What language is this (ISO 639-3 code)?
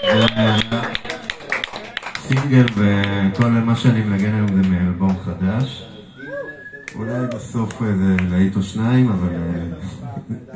heb